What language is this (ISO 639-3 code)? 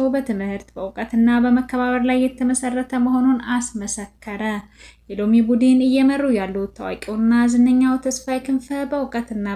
amh